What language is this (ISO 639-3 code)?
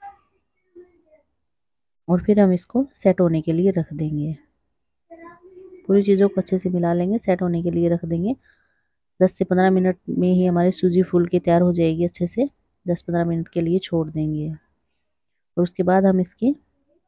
hin